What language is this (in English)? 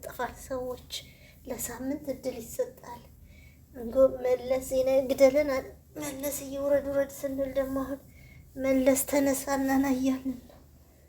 Amharic